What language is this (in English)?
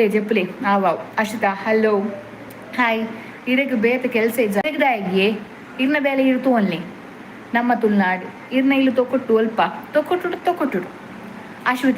Tulu